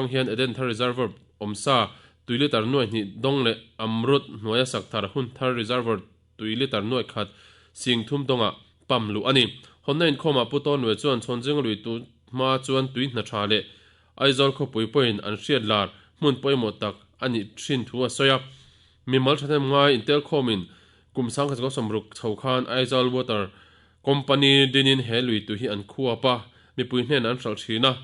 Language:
Mizo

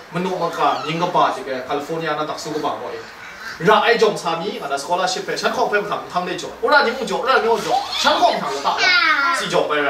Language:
Kachin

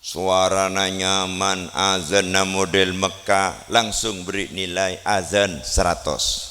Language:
Madurese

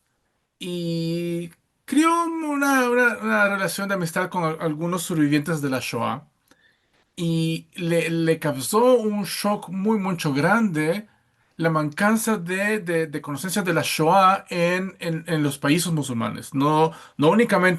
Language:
Ladino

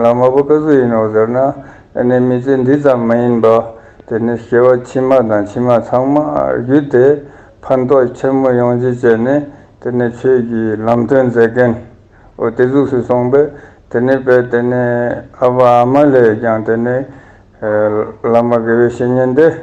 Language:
Ladakhi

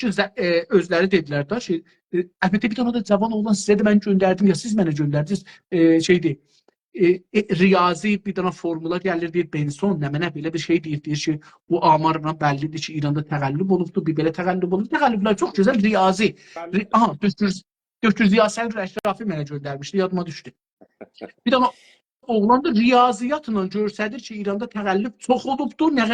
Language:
South Azerbaijani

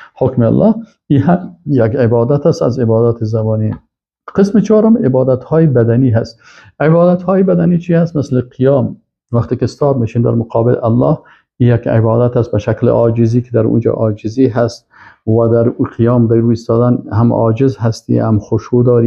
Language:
Persian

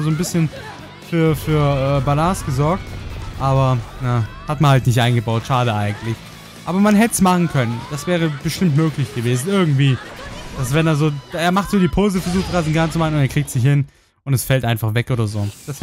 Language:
German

